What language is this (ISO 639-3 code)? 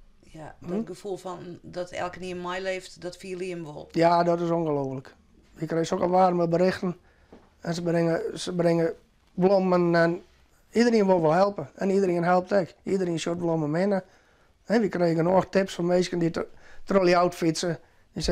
fry